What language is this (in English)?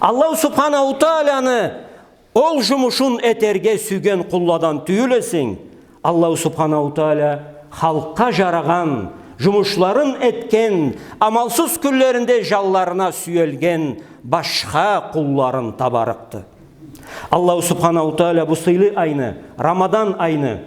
Karachay-Balkar